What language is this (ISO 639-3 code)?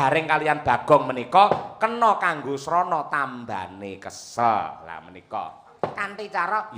jav